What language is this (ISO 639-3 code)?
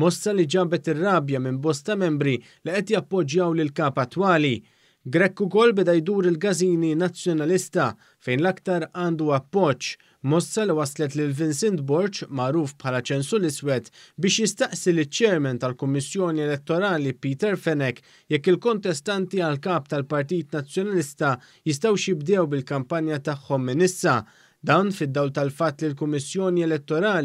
mlt